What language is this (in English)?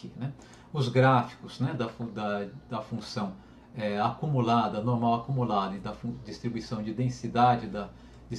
Portuguese